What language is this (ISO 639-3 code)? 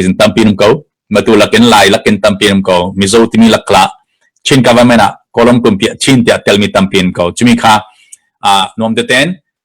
cnh